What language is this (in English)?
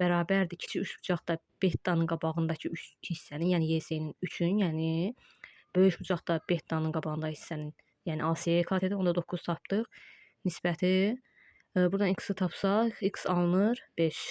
Azerbaijani